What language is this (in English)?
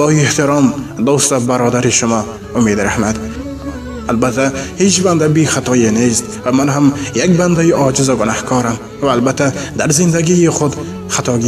Tajik